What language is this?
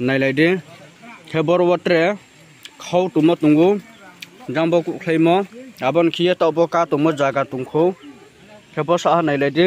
Riang (India)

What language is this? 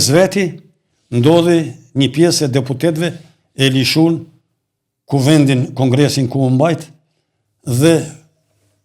Albanian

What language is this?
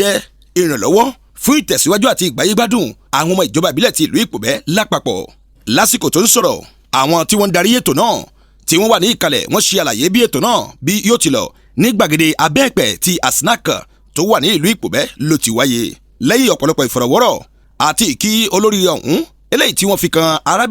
Yoruba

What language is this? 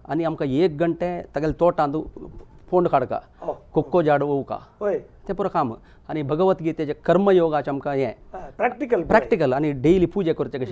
Konkani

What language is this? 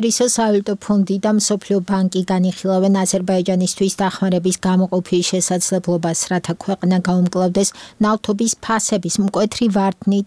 Georgian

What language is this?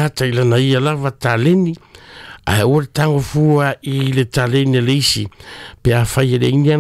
Samoan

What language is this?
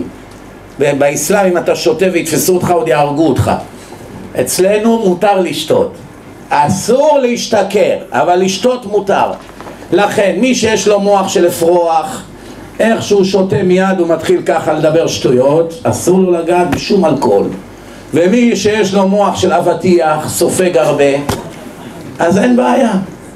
Hebrew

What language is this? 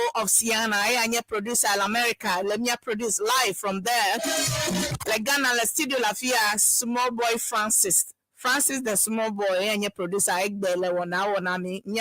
Ewe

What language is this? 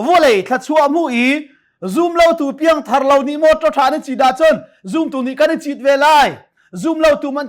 Hakha Chin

